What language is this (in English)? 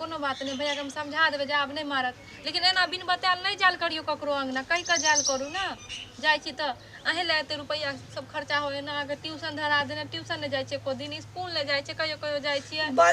Maithili